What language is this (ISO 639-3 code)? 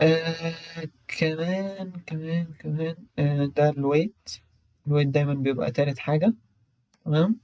arz